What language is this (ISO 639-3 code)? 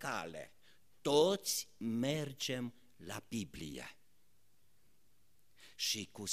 ron